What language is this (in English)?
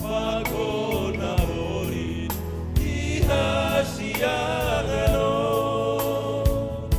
Batak Simalungun